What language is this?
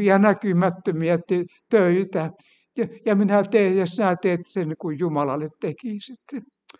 Finnish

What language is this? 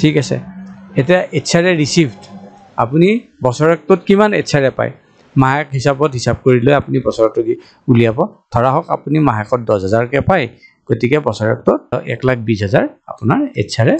Assamese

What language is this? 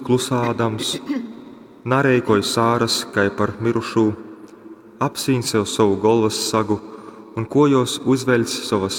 Latgalian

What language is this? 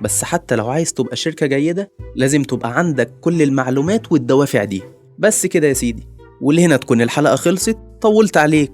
Egyptian Arabic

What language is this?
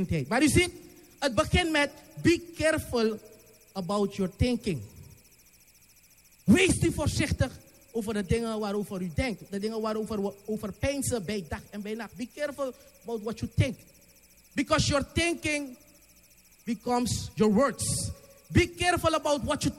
Dutch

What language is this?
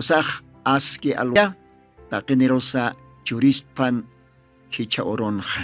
Aymara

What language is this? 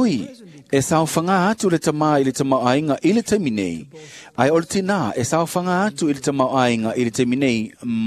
Samoan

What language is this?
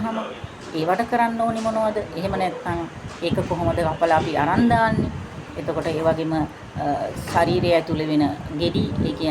Sinhala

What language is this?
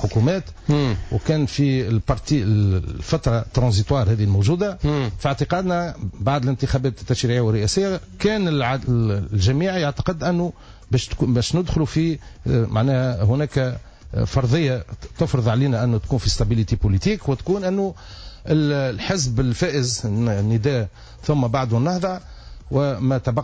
Tunisian Arabic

